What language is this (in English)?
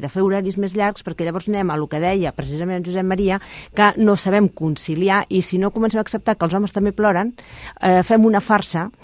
Catalan